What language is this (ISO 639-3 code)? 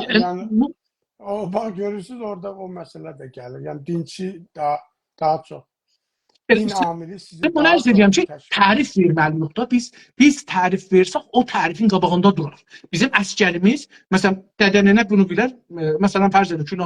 azb